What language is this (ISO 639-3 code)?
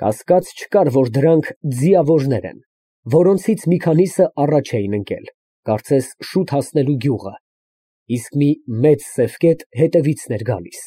hye